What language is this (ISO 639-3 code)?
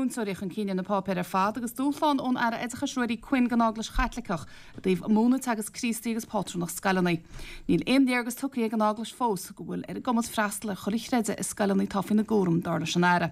gle